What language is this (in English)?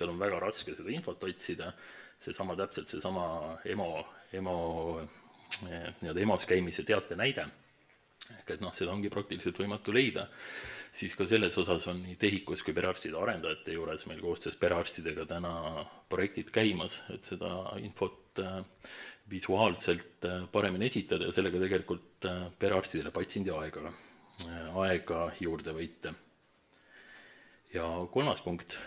Estonian